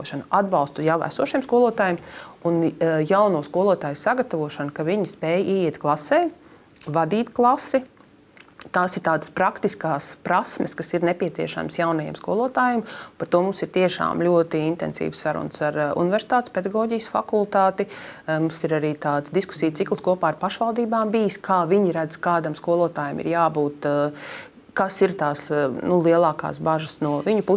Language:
Latvian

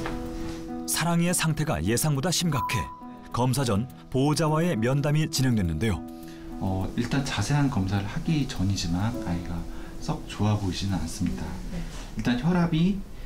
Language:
Korean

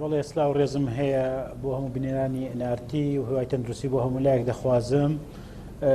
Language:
Central Kurdish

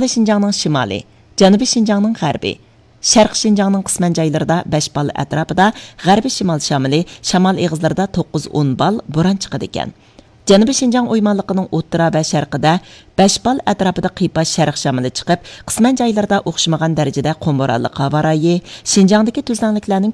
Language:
Uyghur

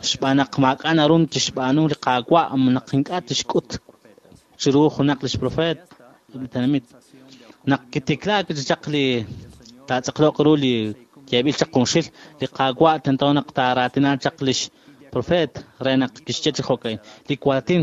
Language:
Kekchí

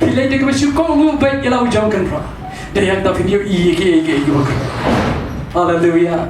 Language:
Khasi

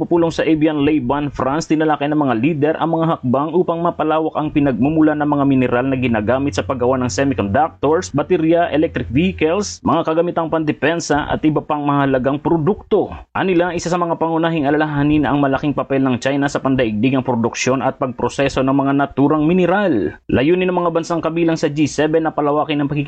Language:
Filipino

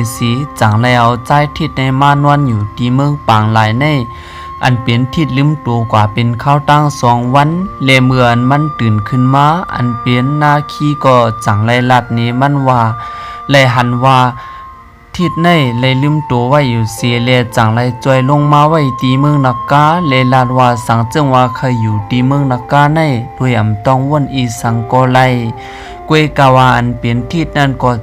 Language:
Shan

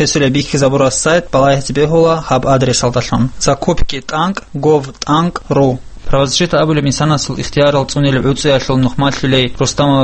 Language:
Avaric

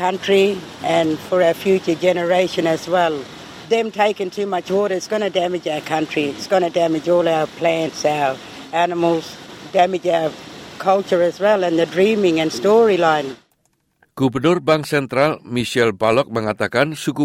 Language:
Indonesian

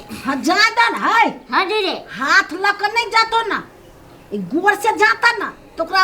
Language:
Maithili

